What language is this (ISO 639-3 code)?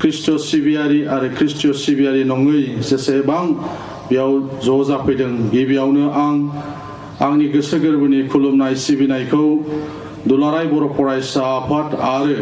brx